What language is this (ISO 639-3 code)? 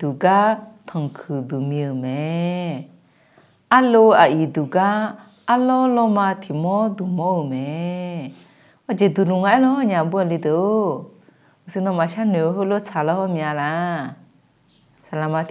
ahk